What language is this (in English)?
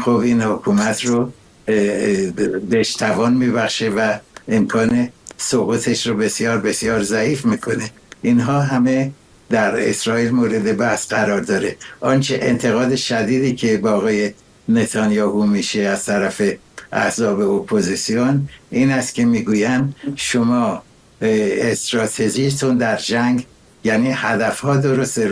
Persian